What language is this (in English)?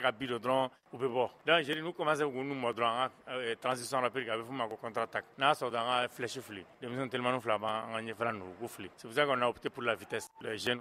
Bambara